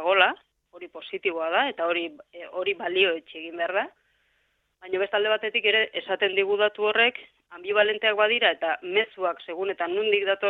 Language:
Basque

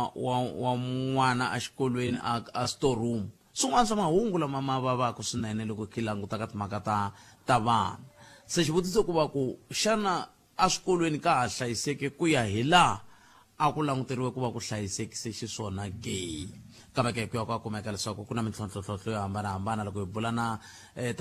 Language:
Tsonga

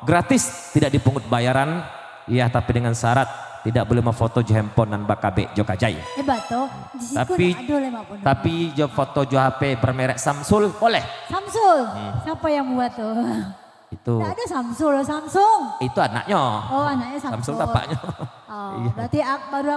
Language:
Minangkabau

